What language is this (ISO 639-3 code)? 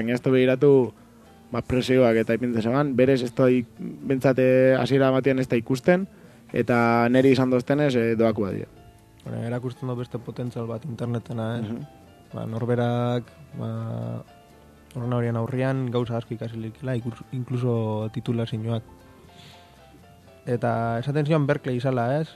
eus